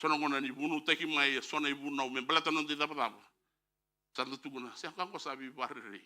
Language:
Fijian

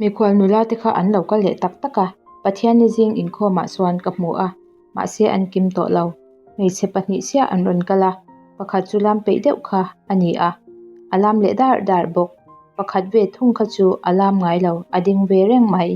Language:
Mizo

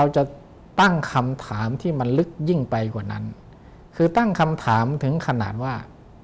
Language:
Thai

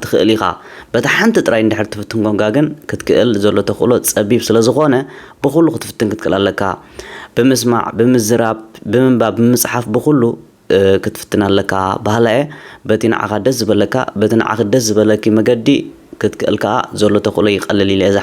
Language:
Tigrinya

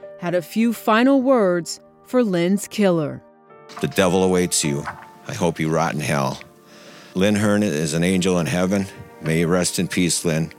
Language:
English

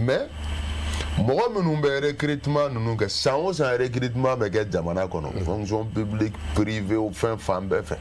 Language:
Bambara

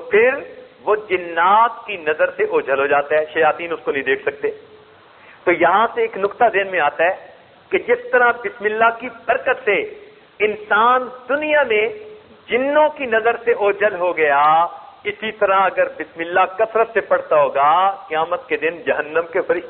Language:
Urdu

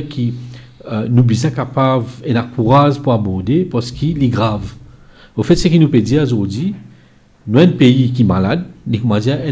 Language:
Morisyen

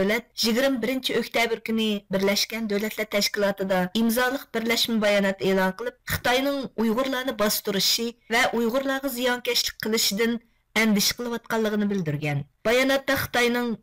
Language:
Uyghur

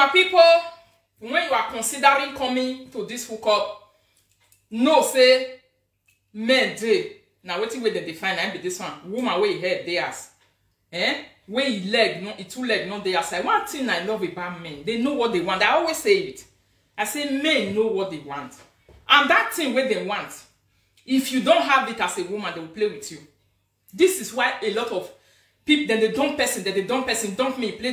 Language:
Nigerian Pidgin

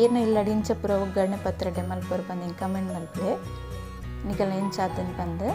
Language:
Tulu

